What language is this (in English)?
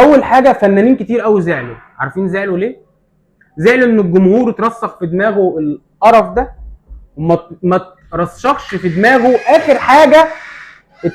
Egyptian Arabic